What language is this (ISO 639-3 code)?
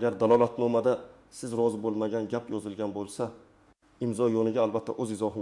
uzb